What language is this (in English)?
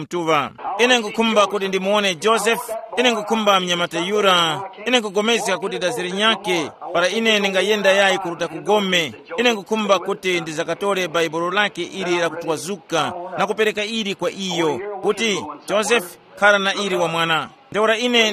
Tumbuka